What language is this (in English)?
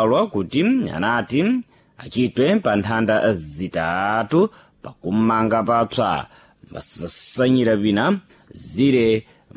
Sena